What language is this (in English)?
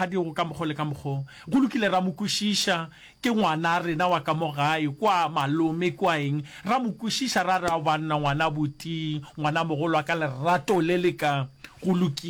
Northern Sotho